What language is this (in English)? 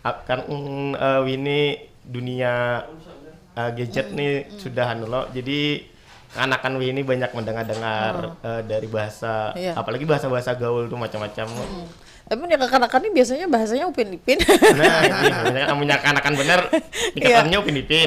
Banjar